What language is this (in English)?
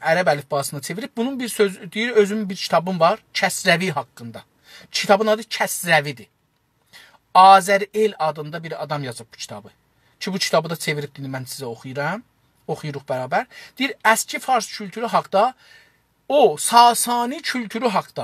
South Azerbaijani